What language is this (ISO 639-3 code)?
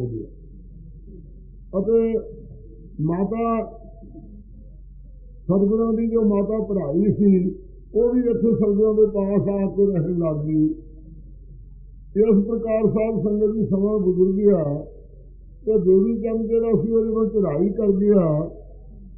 pan